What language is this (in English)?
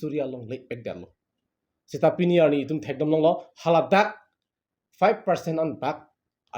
Karbi